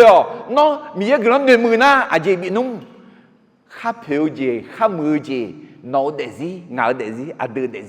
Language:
Akha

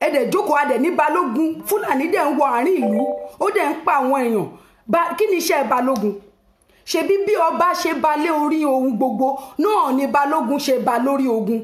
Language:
Yoruba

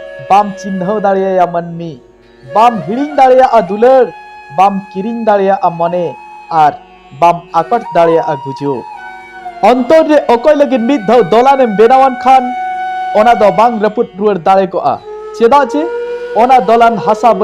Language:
Santali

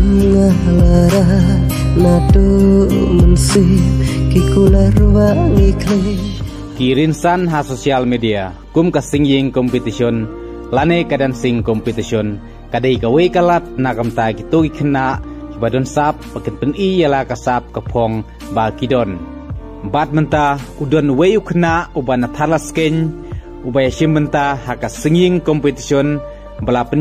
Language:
Khasi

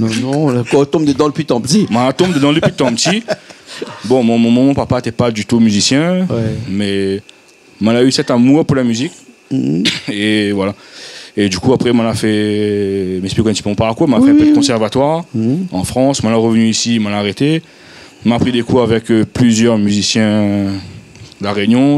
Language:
Réunion Creole French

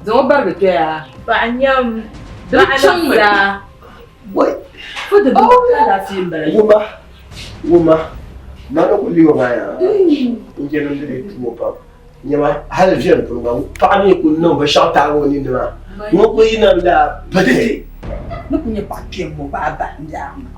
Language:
Dagbani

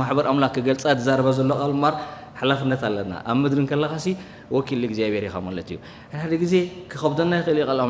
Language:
Tigrinya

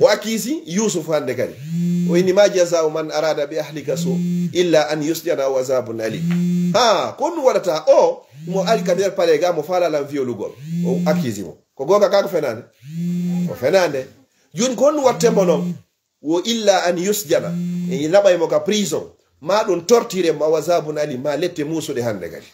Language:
Fula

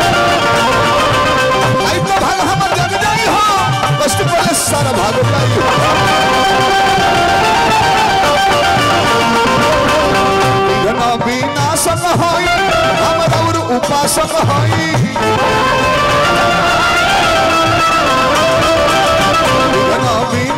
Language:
Bhojpuri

